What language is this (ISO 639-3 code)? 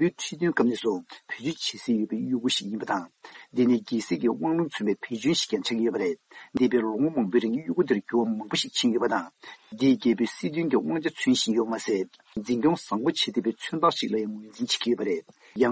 bod